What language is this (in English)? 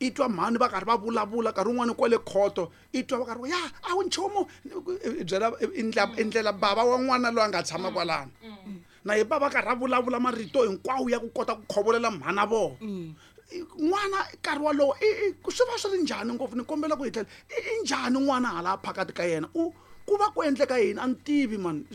Tsonga